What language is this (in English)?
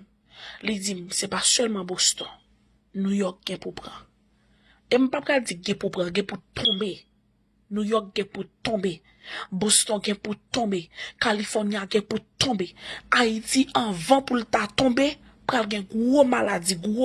Haitian Creole